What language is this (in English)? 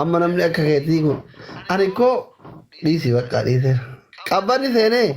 Oromo